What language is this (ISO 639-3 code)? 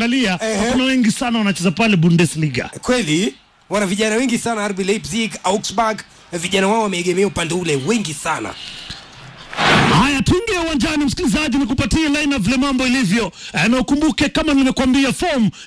swa